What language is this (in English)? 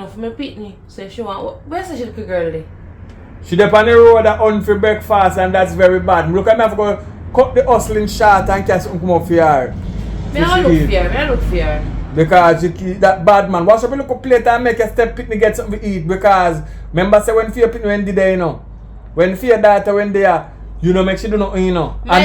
Jamaican Creole English